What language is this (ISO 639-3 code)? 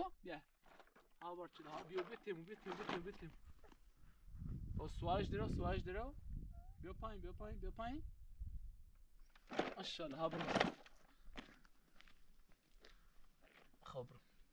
fas